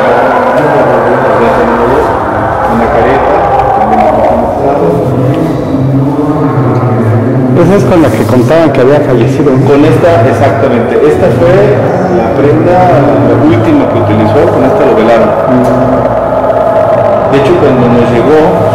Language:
Spanish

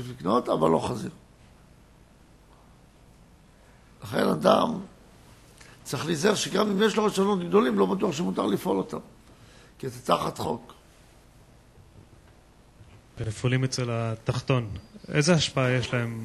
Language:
Hebrew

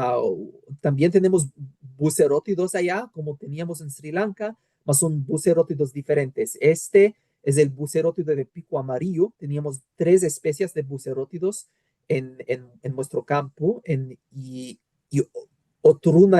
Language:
Ladino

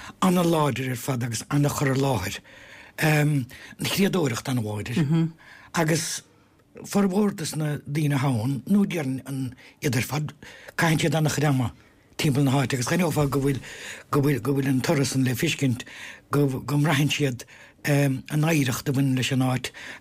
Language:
Irish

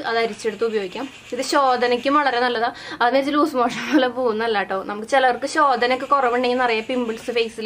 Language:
Malayalam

